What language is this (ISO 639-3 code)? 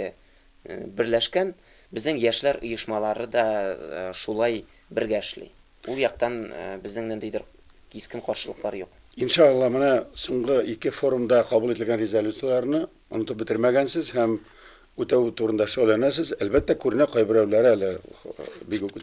tat